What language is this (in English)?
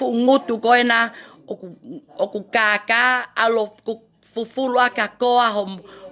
Tongan